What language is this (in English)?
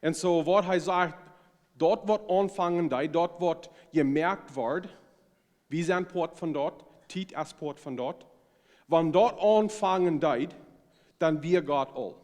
Plautdietsch